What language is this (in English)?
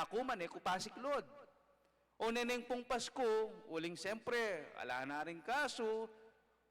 Pampanga